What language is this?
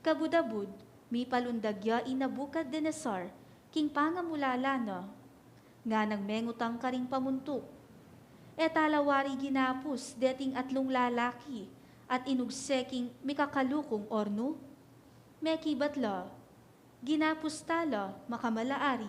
Pampanga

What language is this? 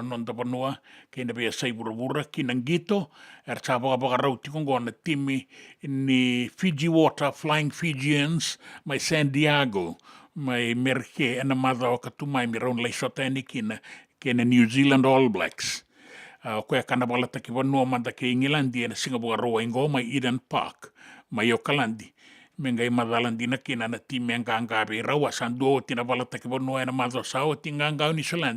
Fijian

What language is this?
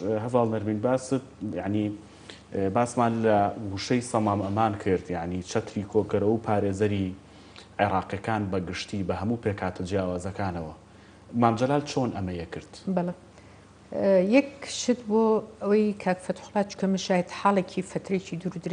Central Kurdish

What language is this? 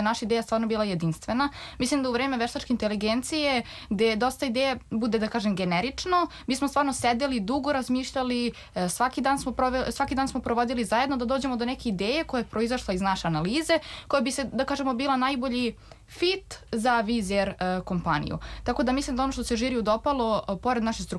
Serbian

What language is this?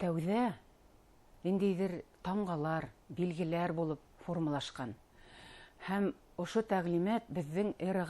Bashkir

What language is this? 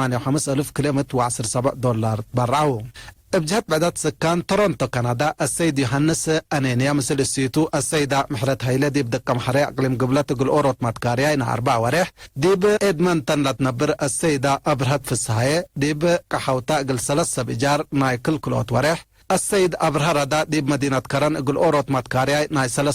Tigre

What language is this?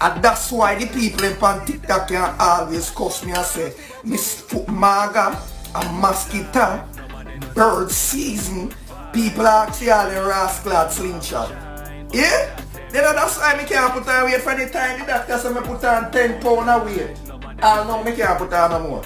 Jamaican Creole English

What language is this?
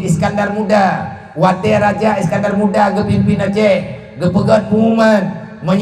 Achinese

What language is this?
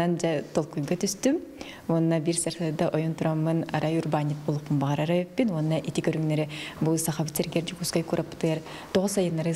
Yakut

